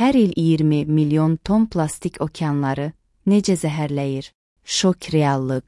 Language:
Azerbaijani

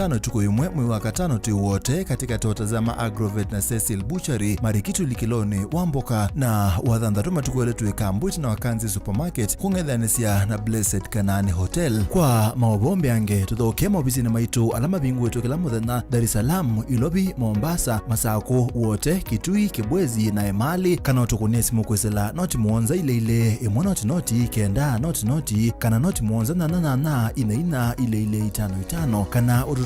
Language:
Kamba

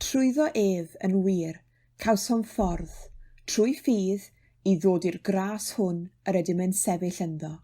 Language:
Welsh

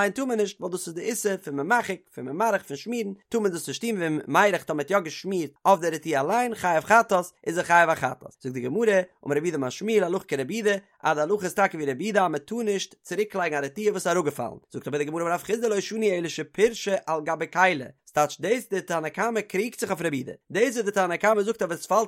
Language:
Yiddish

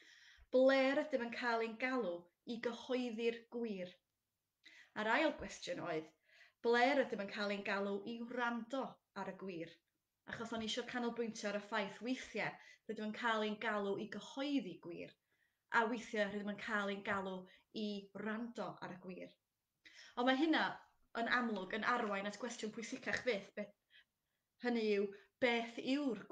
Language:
Welsh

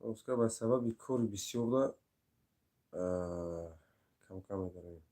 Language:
Tajik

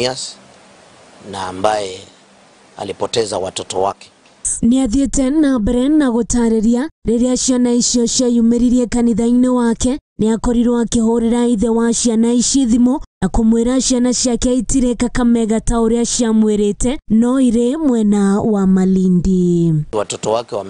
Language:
Kikuyu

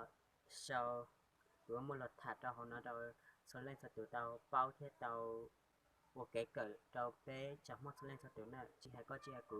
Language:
Hmong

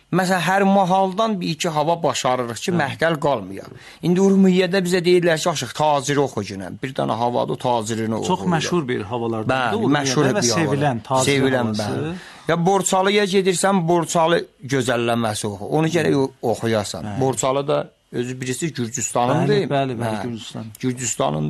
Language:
Azerbaijani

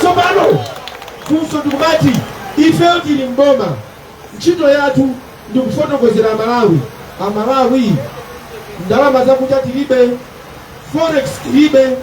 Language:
Nyanja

